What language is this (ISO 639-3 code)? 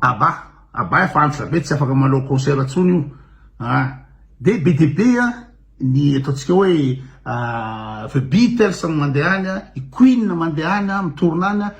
mlg